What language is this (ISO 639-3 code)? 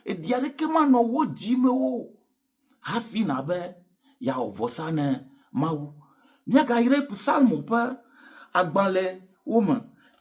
ewe